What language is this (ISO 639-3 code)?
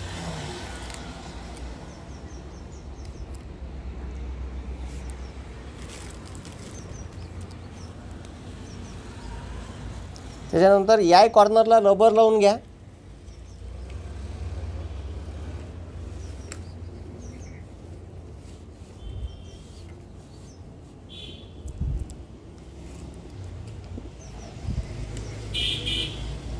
mar